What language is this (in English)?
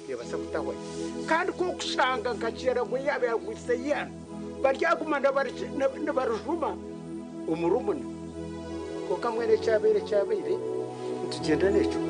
Nyankole